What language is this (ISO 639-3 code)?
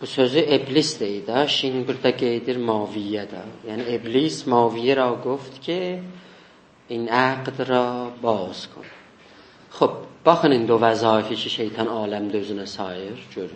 azb